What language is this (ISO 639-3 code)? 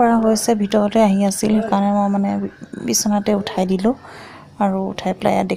asm